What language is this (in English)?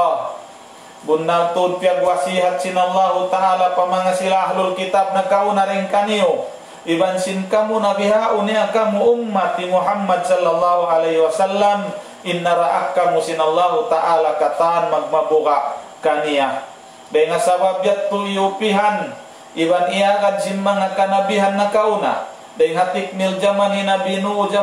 Tausug